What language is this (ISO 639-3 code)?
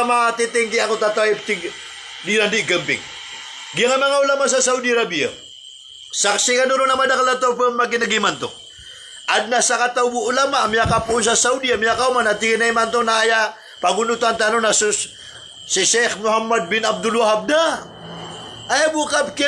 mrw